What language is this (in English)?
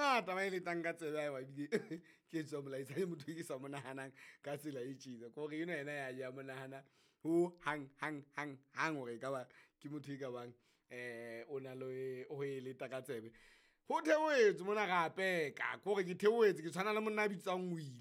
Southern Sotho